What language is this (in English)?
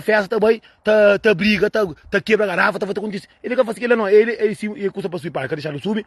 Kabuverdianu